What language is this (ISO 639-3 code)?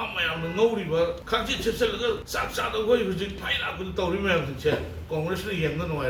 mni